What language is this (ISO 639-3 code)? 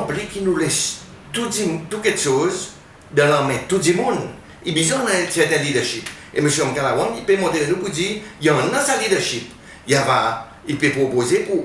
crs